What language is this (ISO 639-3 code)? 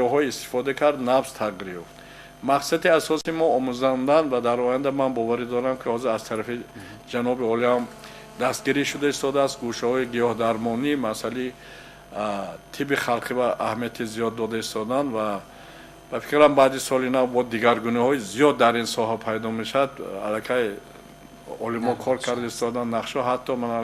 tgk